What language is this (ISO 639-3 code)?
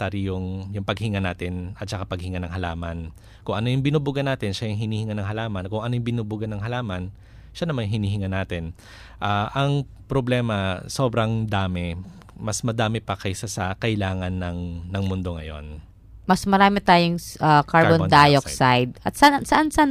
fil